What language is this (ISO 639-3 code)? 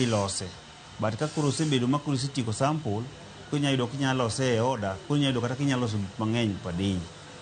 luo